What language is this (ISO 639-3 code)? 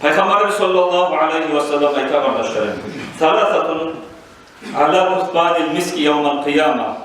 kum